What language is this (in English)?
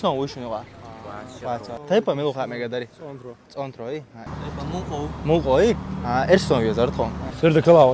Chechen